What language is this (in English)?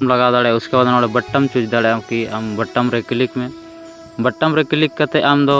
Santali